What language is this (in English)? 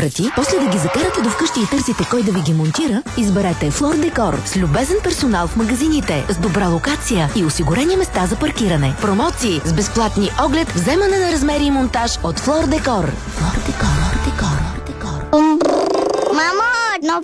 Bulgarian